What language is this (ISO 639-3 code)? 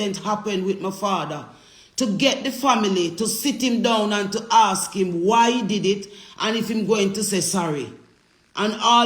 jam